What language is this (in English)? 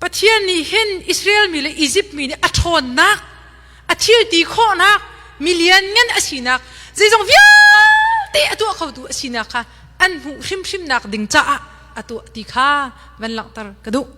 Hakha Chin